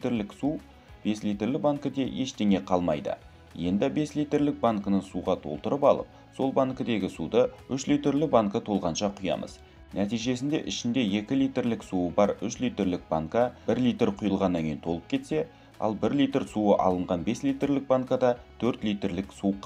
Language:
Kazakh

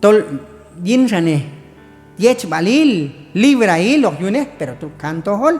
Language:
Q'anjob'al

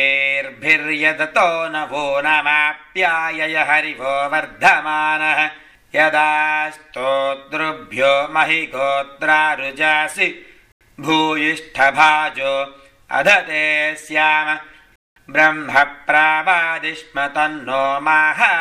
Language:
Sanskrit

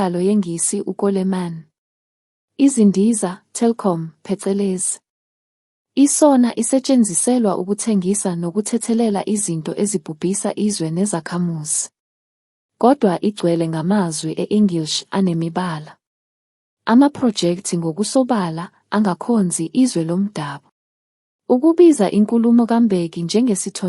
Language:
Zulu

